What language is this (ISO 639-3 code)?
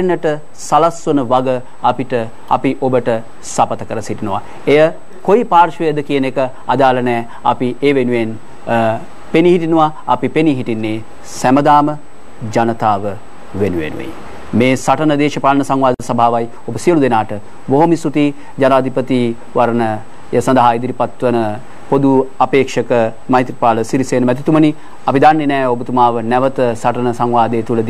sin